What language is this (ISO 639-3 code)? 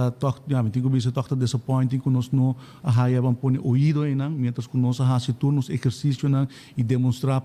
pap